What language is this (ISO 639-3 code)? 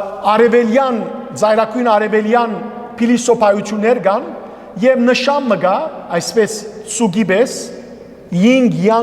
hyw